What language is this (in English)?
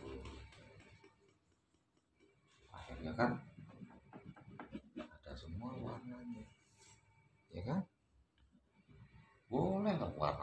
Indonesian